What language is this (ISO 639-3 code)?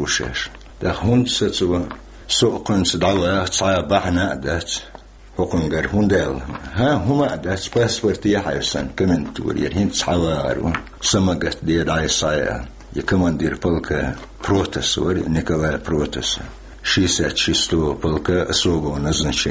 che